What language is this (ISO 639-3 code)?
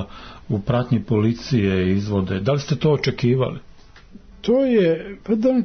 srp